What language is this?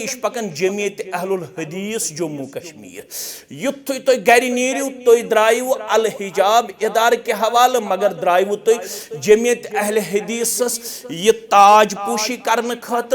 Kashmiri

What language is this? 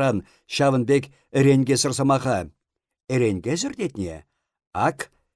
Chuvash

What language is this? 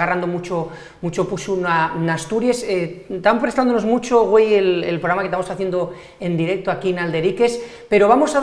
Asturian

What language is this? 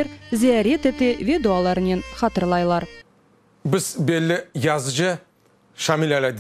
Crimean Tatar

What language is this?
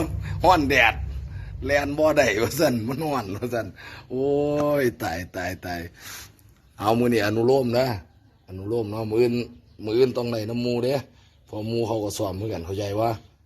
Northeastern Thai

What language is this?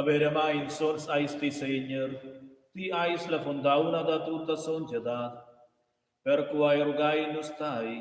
Romansh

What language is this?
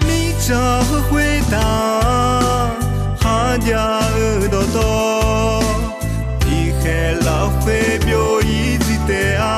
Akha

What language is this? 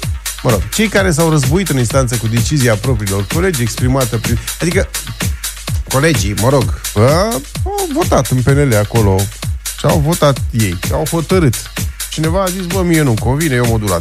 Romanian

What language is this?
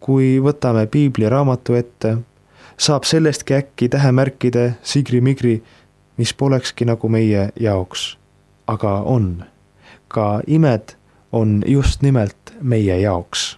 Estonian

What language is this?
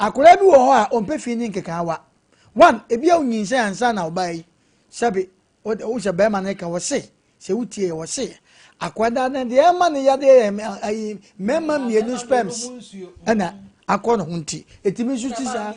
Akan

